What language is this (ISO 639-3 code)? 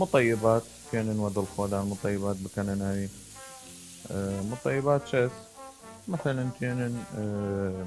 sdh